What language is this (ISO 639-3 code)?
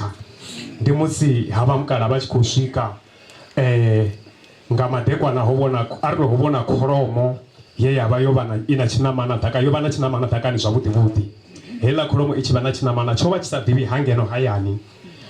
ven